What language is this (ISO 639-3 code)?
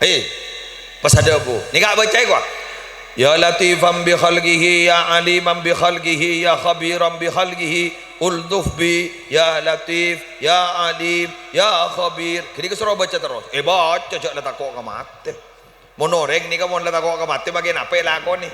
mad